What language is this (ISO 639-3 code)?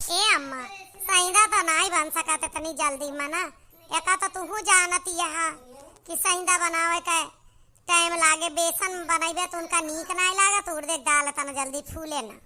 awa